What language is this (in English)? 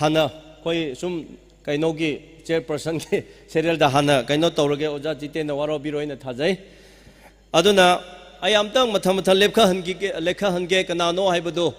Tangkhul Naga (India)